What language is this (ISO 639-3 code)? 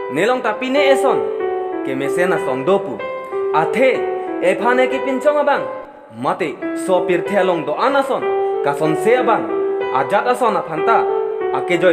mjw